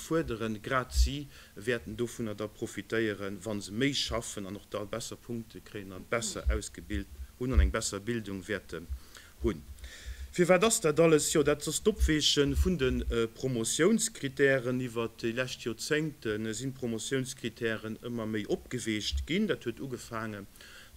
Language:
Luxembourgish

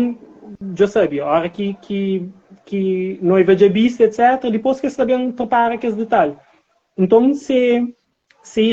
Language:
Kabuverdianu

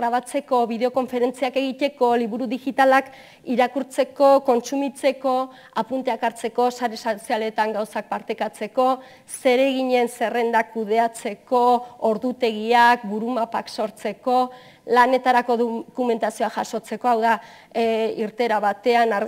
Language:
Basque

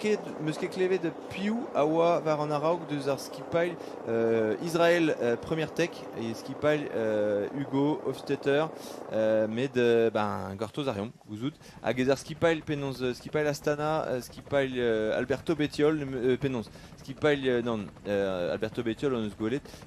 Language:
Breton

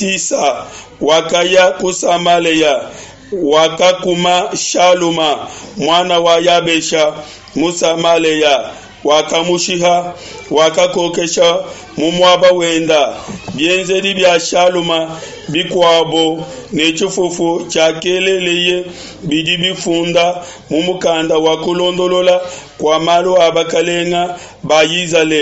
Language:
Luba-Lulua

